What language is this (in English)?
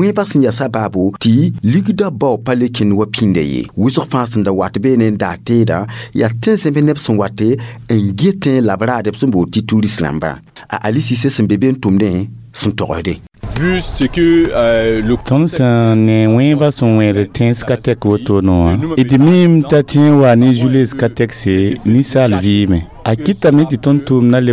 Mossi